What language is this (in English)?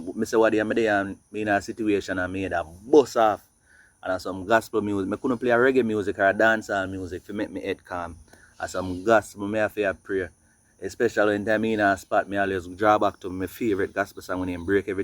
Jamaican Creole English